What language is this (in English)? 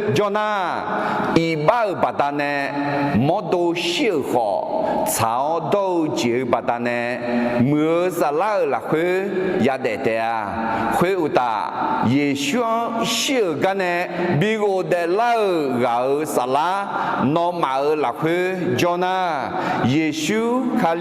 Akha